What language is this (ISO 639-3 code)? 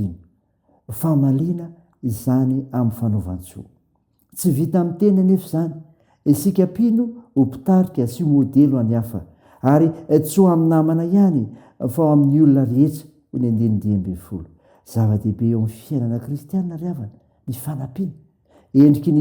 mlg